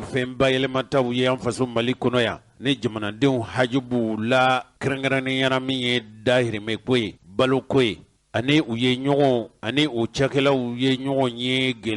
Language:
Bambara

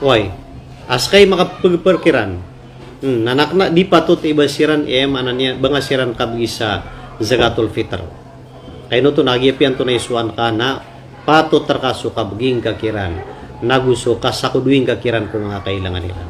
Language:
Maranao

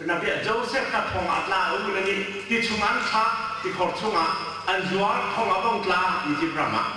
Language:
Hakha Chin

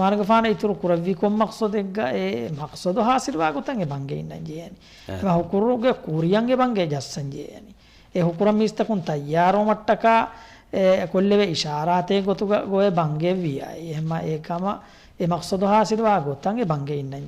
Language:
Divehi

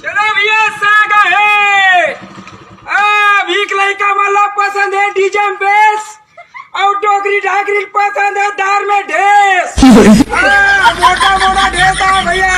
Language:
Chhattisgarhi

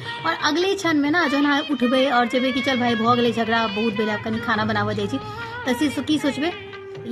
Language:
Maithili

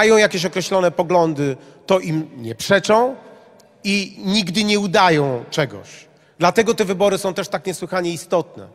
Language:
Polish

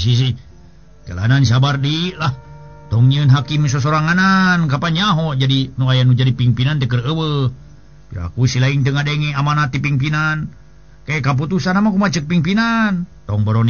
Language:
Sundanese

